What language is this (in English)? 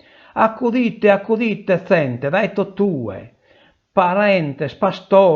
Sardinian